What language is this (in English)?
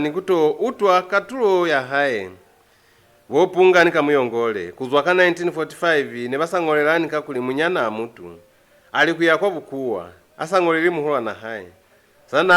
Lozi